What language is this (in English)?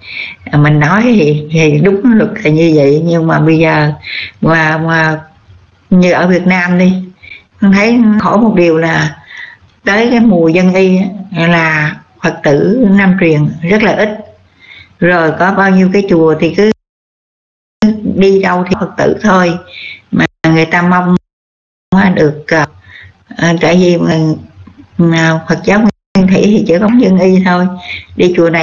Vietnamese